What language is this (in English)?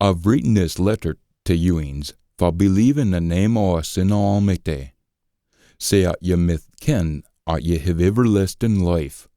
Scots